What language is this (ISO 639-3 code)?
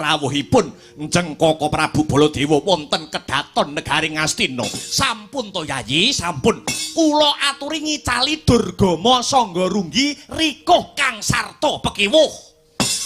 jav